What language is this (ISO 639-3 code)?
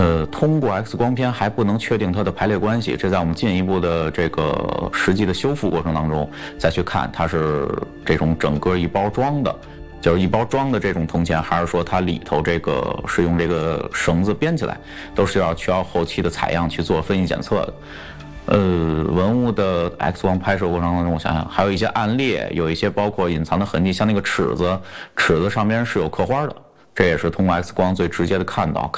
zho